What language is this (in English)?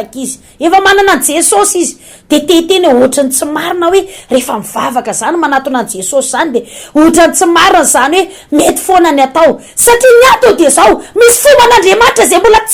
Malagasy